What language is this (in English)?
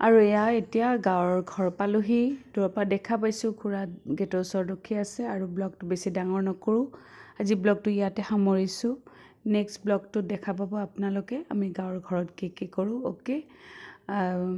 Assamese